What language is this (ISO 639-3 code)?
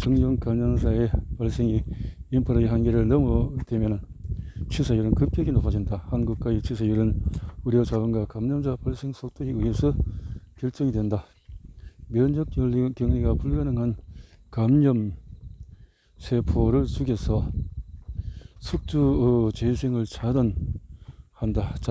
kor